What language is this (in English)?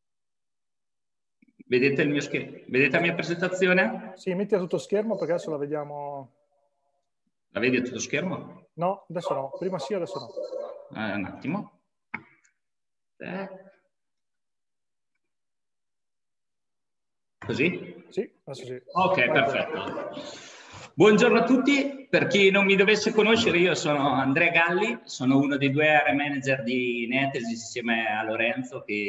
Italian